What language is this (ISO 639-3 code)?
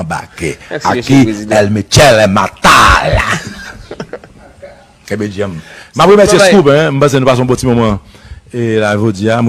hat